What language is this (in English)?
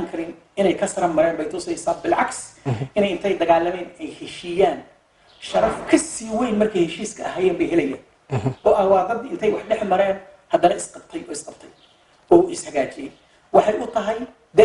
Somali